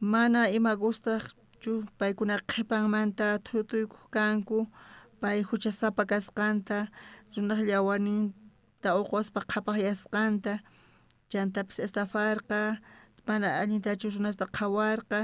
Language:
South Bolivian Quechua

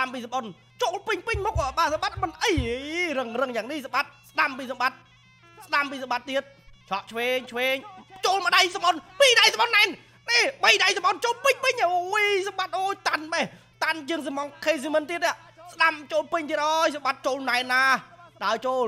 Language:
Khmer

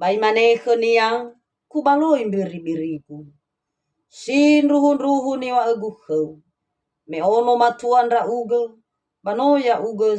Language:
Nias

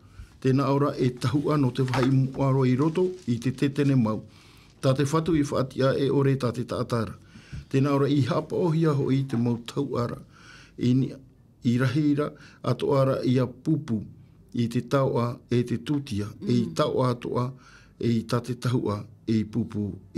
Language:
Tahitian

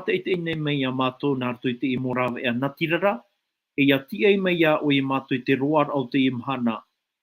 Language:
Tahitian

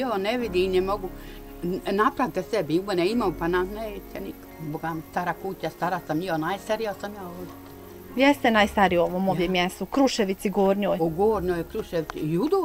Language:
Bosnian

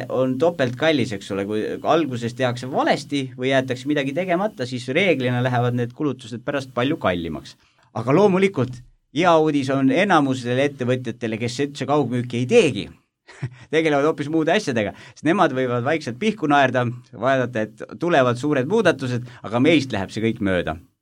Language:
Estonian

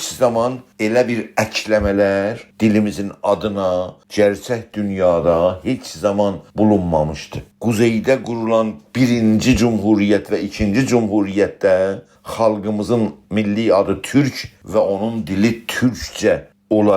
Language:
South Azerbaijani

